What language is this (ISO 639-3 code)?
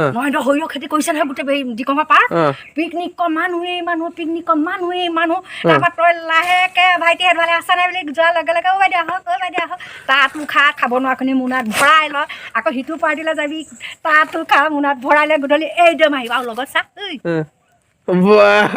asm